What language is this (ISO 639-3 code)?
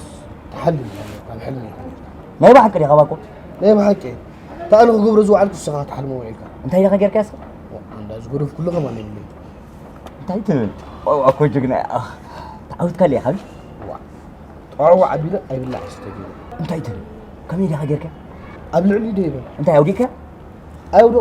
tir